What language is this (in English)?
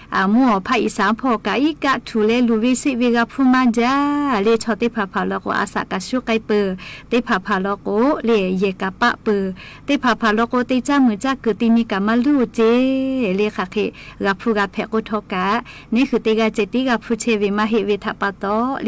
Lahu